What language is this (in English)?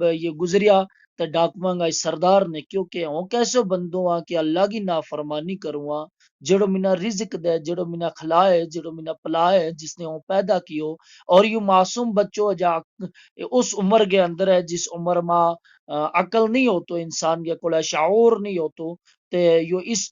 Gujari